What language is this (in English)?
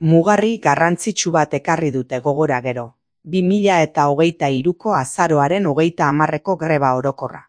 Basque